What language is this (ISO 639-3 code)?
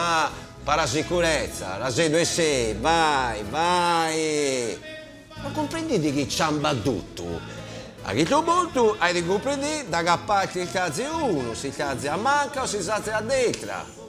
srd